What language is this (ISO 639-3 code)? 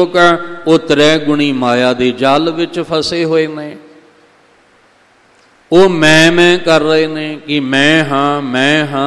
pan